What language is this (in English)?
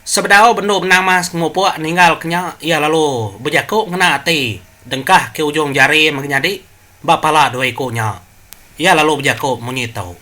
Iban